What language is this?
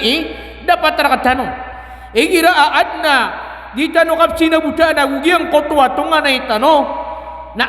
Maranao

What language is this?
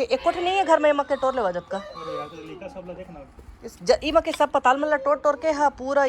Chhattisgarhi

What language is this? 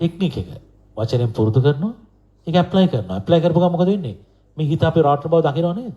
Sinhala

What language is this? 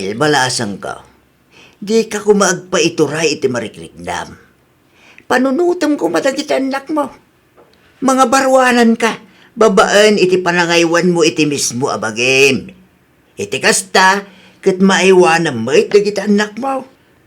Iloko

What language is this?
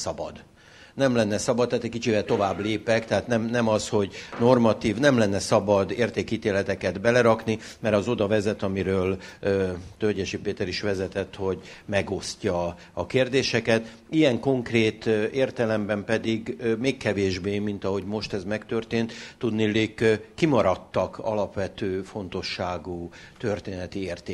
Hungarian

